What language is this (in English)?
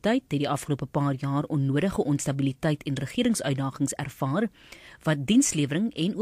Afrikaans